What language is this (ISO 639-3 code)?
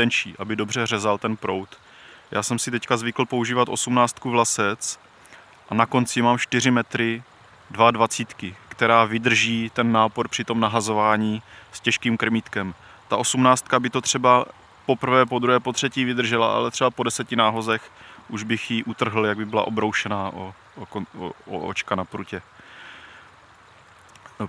ces